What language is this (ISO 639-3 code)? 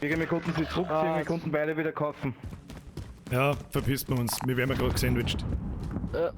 bar